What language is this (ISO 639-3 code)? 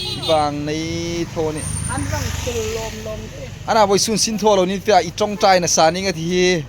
hmr